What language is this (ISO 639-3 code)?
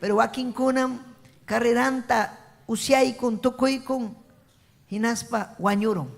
quy